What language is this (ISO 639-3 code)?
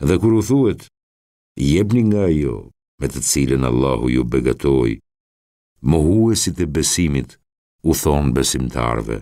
sqi